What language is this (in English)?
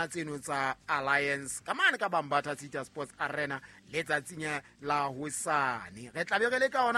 Southern Sotho